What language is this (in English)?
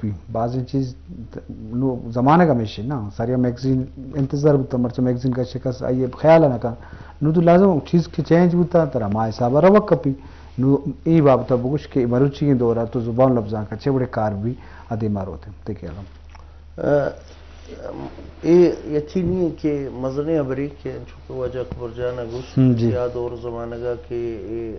Eastern Balochi